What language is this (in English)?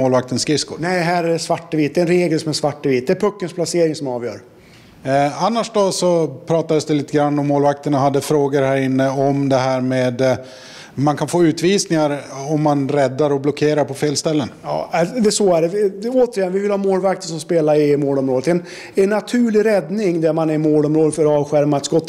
Swedish